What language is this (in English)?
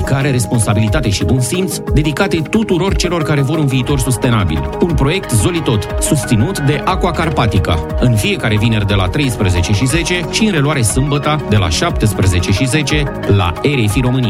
Romanian